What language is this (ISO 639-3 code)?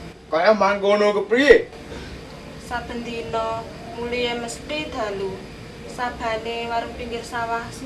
jav